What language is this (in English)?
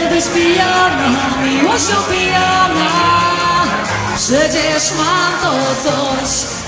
Polish